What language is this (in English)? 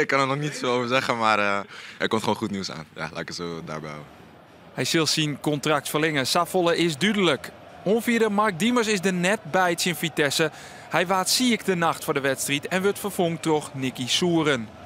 Western Frisian